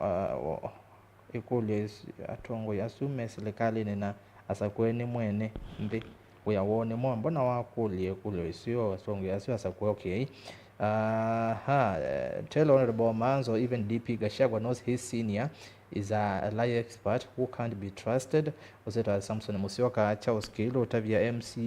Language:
Kamba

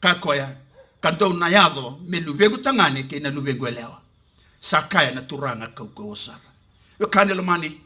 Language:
Fijian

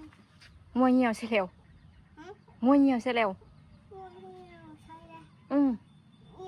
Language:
Northeastern Thai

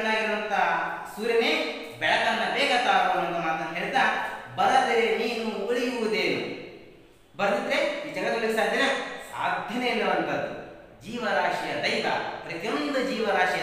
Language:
Kannada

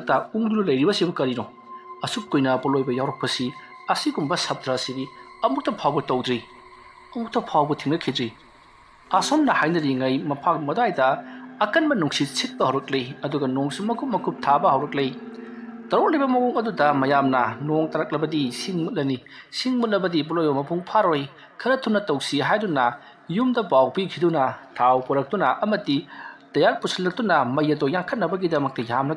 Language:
Manipuri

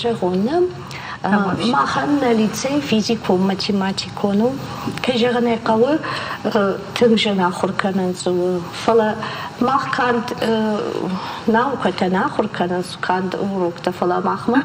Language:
Ossetic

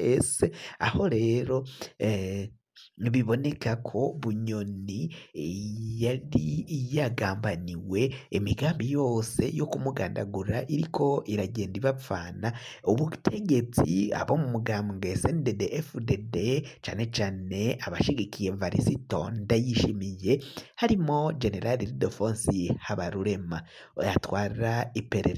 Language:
Rundi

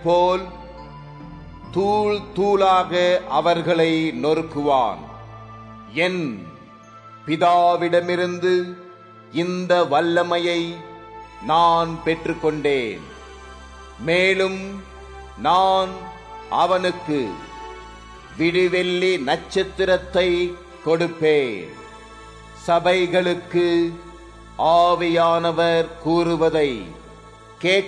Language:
Tamil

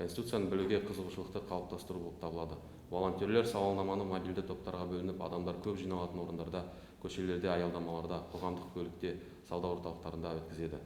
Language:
Kazakh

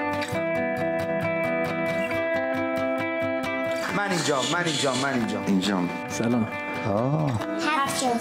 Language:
Persian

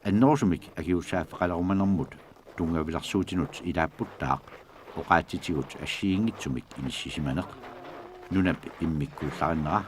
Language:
Kalaallisut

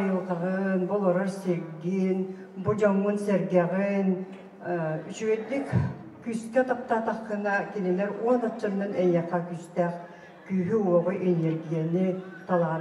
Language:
Yakut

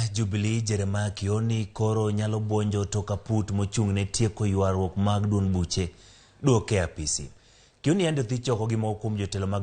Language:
Luo (Kenya and Tanzania)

